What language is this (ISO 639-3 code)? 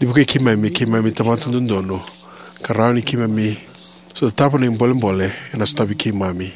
fij